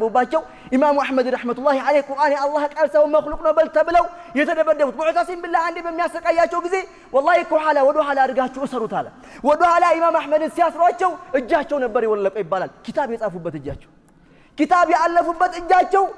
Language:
Amharic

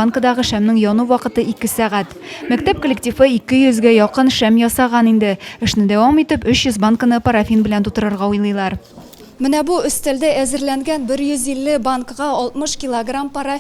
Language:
Tatar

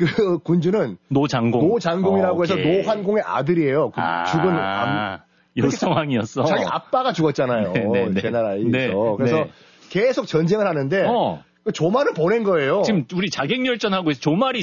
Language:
Korean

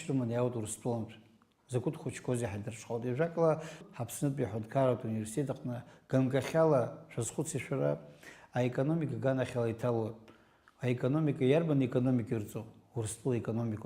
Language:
Abkhazian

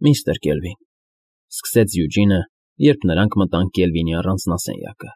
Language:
Armenian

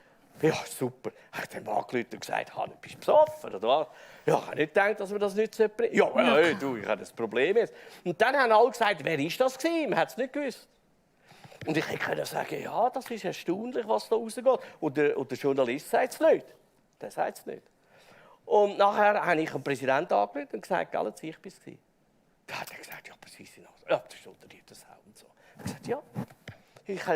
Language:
Swiss German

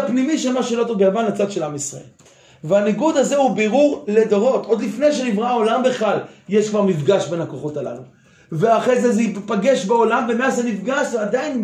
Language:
Hebrew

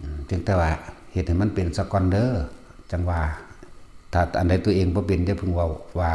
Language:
Lao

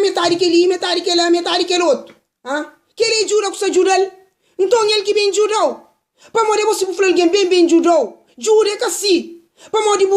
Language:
Kabuverdianu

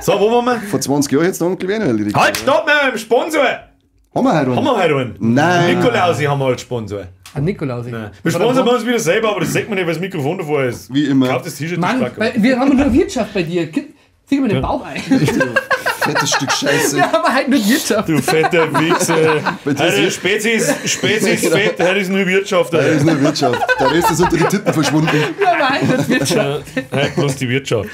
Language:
Bavarian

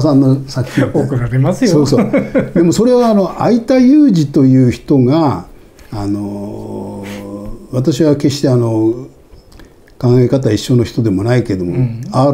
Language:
Japanese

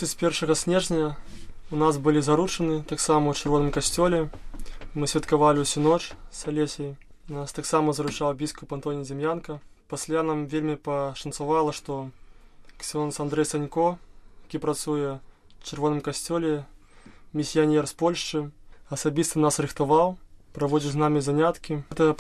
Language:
Belarusian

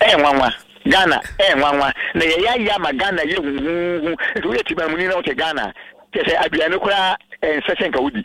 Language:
Akan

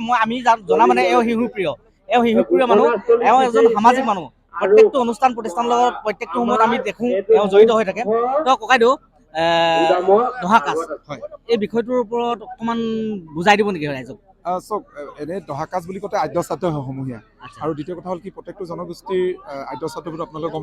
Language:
Assamese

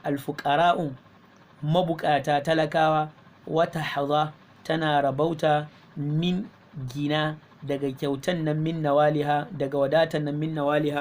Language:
Hausa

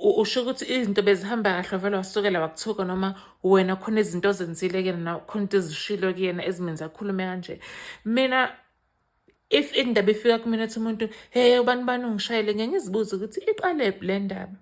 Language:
Zulu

